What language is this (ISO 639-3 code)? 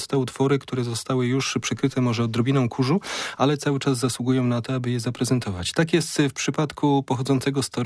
pol